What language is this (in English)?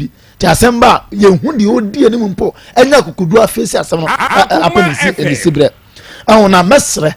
Akan